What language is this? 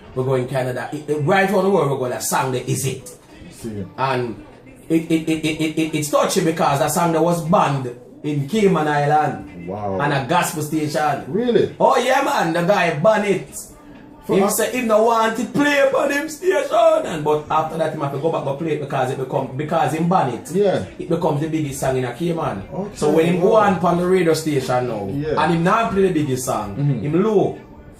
Jamaican Creole English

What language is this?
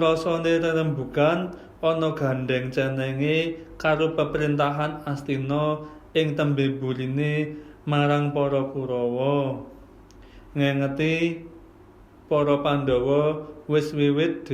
Javanese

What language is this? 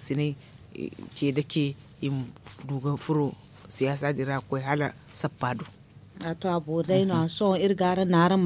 Zarma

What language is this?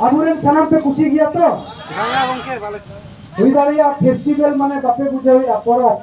Santali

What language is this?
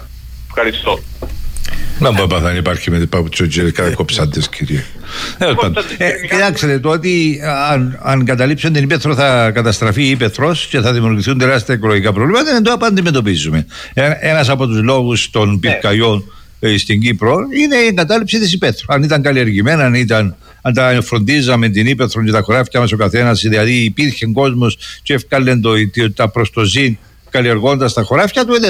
Greek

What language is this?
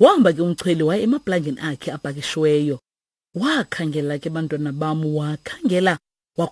Xhosa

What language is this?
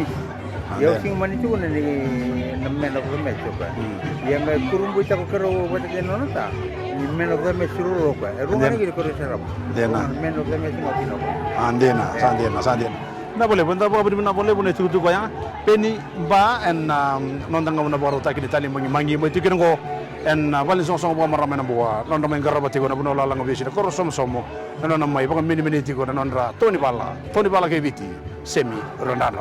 Fijian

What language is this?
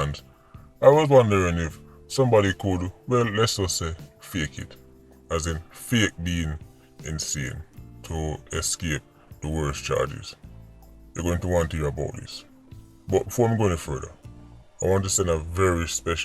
Jamaican Creole English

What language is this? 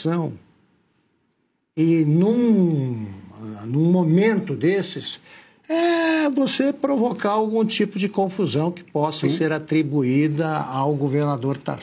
Portuguese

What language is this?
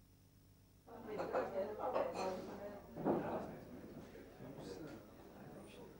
Norwegian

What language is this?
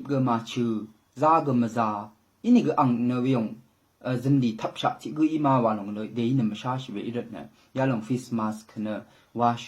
Rawang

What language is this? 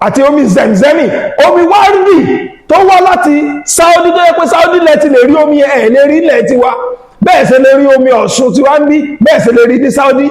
Yoruba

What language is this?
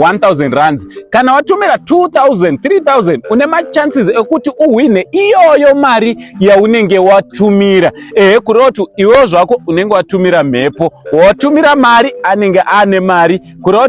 Shona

